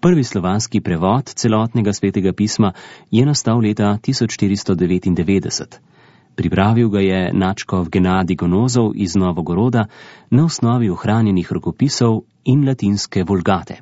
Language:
Slovenian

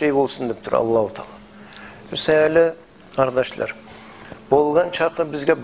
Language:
Kumyk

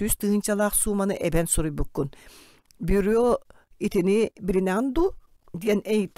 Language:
Yakut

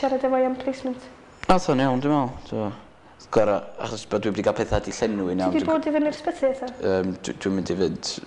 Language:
Welsh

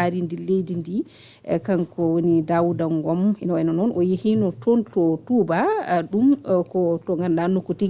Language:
Fula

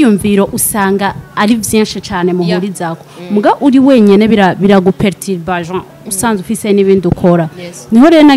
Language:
Rundi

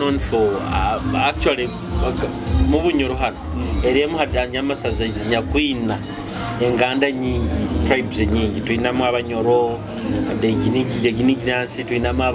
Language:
Nyoro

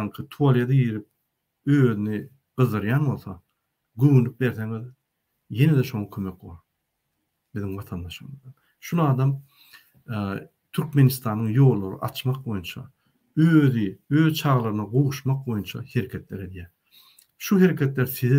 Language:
Turkmen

